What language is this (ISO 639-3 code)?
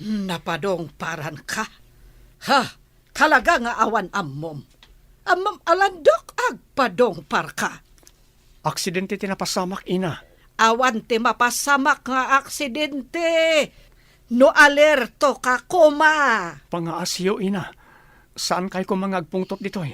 ilo